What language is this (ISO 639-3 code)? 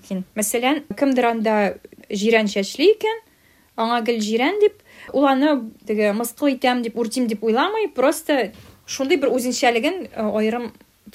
tat